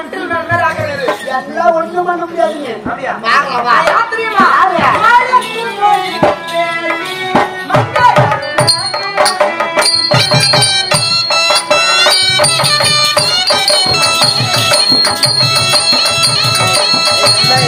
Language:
Tamil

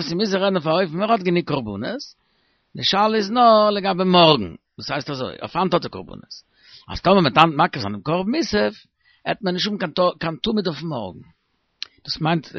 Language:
Yiddish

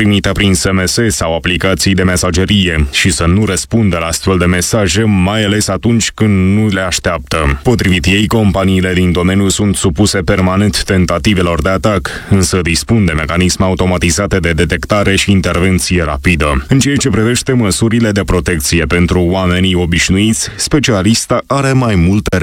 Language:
Romanian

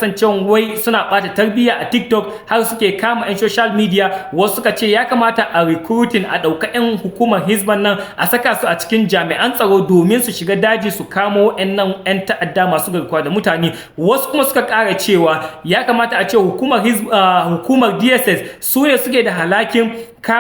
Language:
Hausa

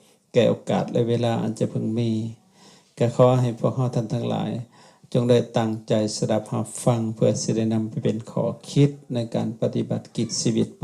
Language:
Lao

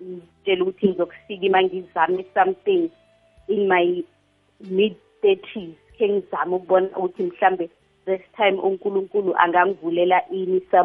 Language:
South Ndebele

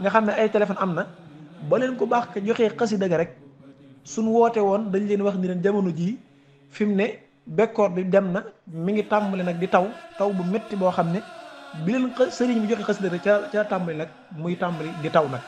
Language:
Wolof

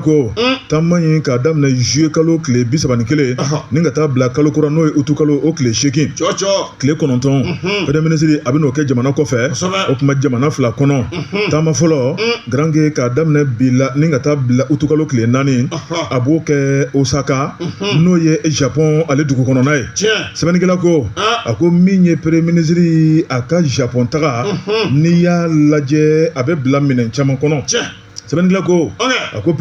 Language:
Bambara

